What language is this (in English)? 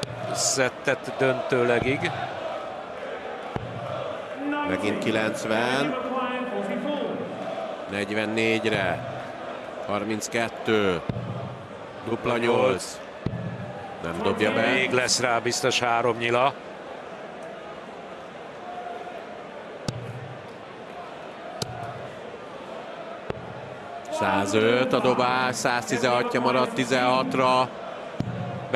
Hungarian